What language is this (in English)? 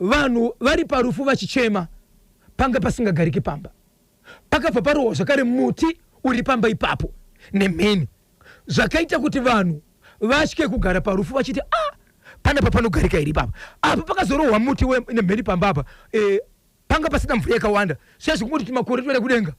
Shona